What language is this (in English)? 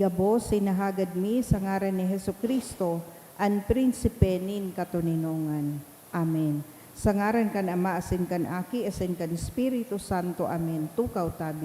Bikol